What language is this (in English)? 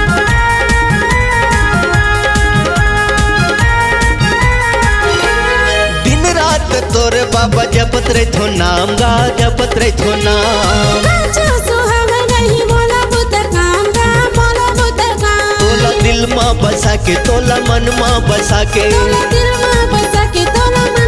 Chhattisgarhi